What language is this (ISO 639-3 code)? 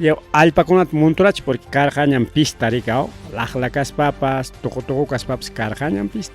quy